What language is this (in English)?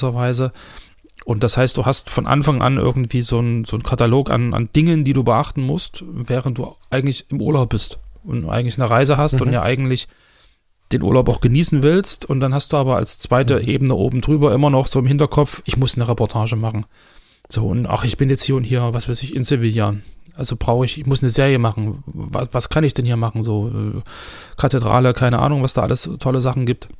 German